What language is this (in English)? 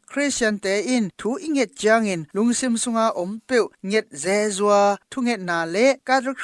Tedim Chin